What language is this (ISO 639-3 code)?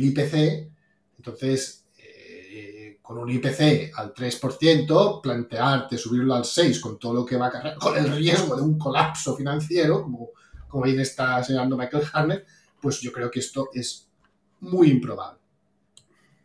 spa